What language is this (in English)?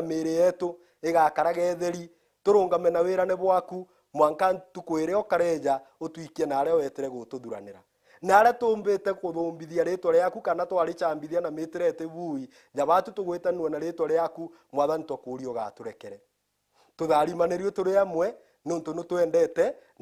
Meru